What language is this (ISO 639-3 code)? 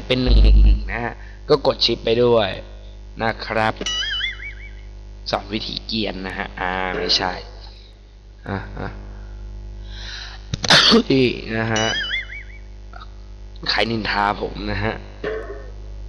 tha